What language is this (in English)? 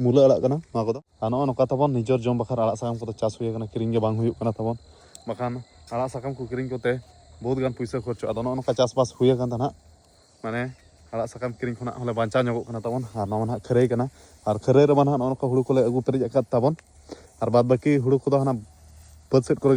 Santali